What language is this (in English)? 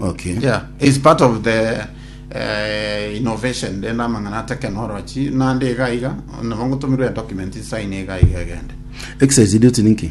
Gusii